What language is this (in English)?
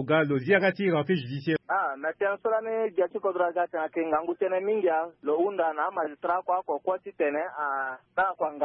Sango